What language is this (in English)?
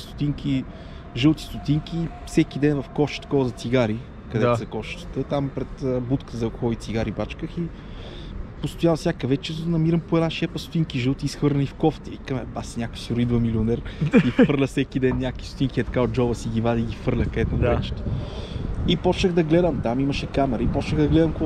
Bulgarian